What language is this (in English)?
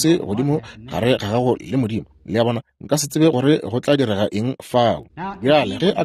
Northern Sotho